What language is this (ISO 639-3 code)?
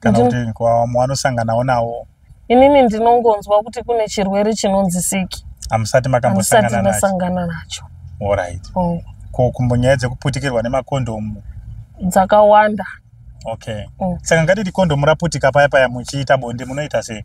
sna